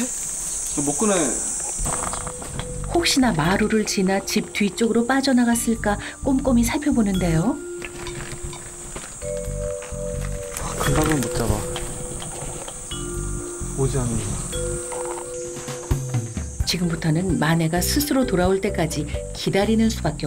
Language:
Korean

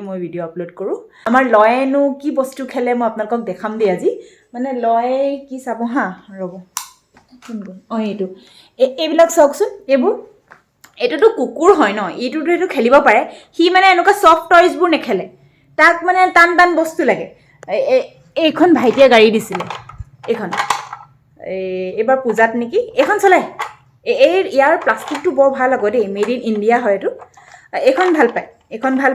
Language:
Assamese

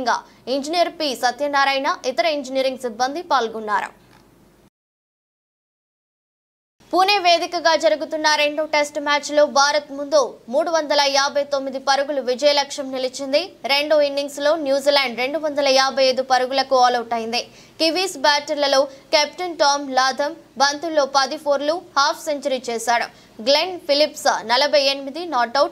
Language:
Telugu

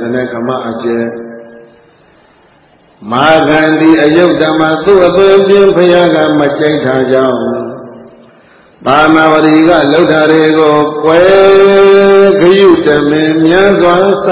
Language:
Burmese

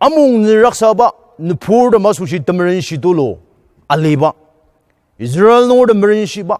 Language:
Ao Naga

